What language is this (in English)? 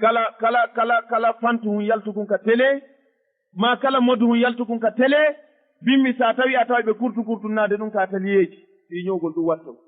Fula